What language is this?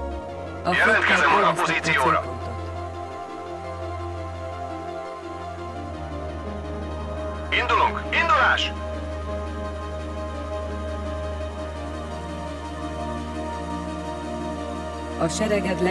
Hungarian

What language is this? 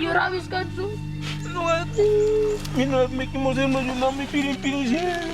Tok Pisin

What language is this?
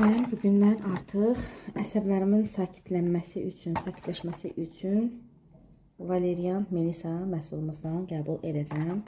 Azerbaijani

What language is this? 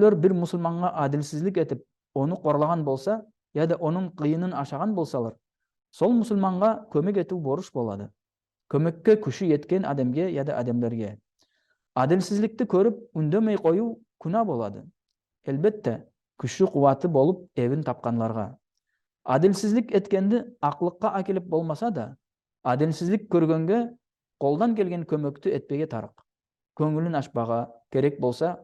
Nogai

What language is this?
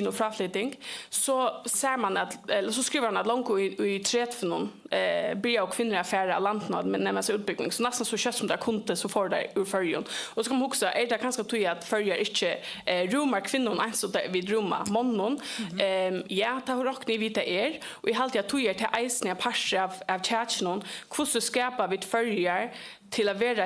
Faroese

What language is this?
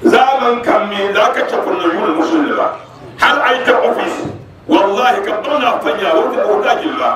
Dagbani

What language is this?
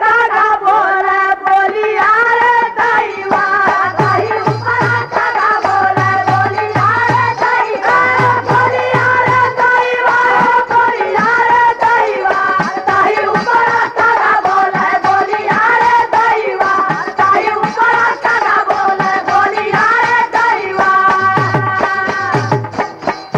Bhojpuri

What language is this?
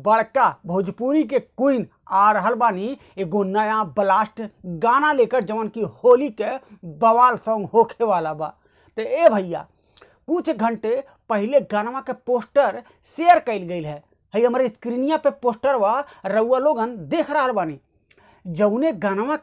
Bhojpuri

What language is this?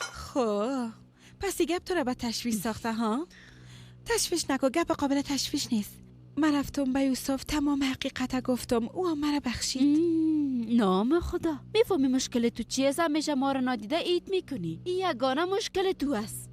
Persian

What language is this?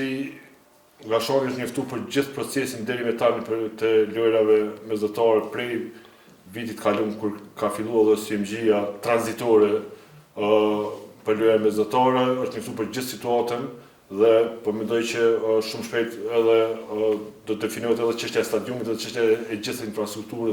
Albanian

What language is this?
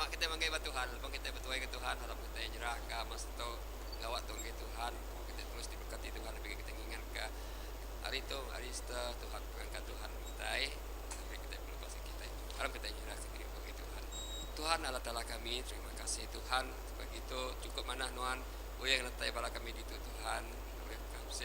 Iban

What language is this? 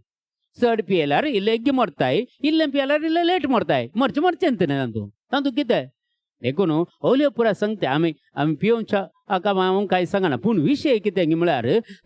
Konkani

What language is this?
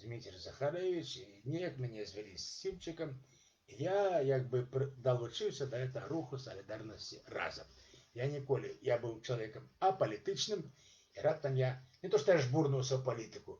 Belarusian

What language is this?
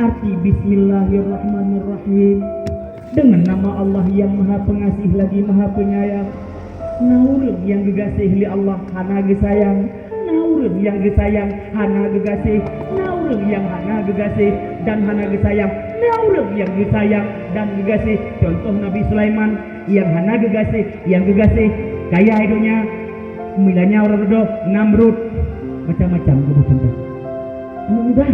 Achinese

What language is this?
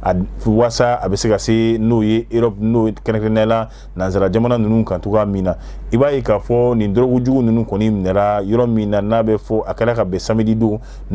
Bambara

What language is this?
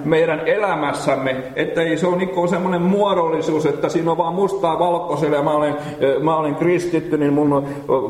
Finnish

